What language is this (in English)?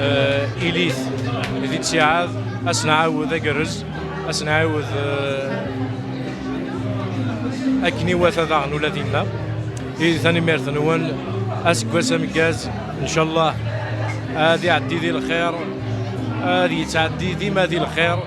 Kabyle